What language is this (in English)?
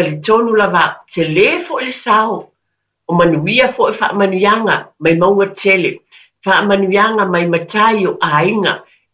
Samoan